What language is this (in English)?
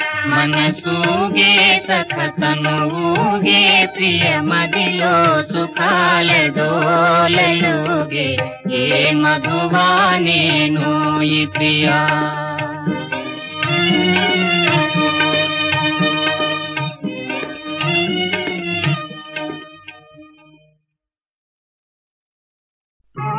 Telugu